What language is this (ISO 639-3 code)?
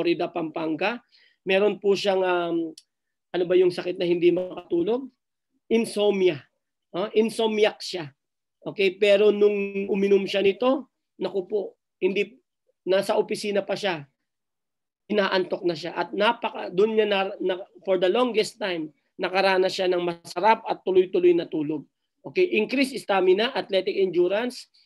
fil